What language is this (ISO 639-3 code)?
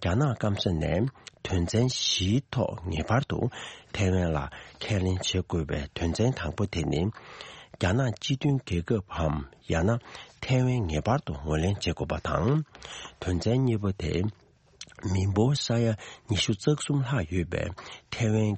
bod